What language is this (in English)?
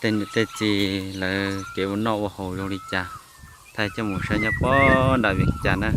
Hmong